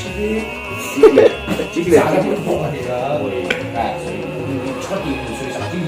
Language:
Mizo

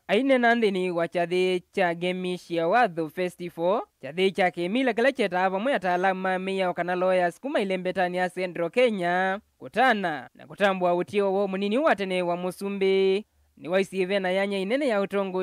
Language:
Kamba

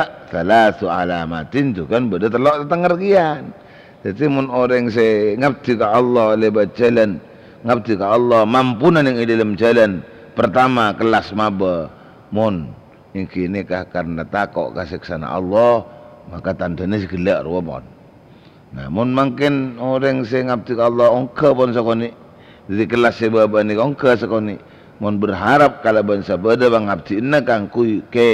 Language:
Madurese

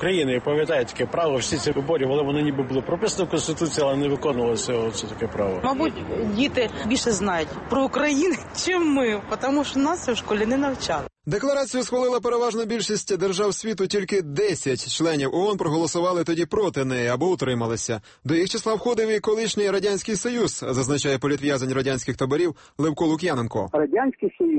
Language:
Ukrainian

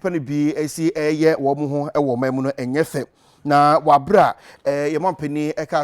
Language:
Akan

